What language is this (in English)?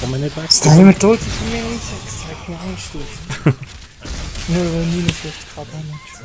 Swiss German